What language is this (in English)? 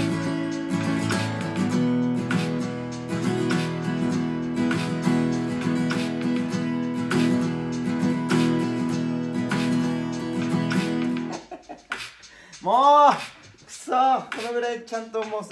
Japanese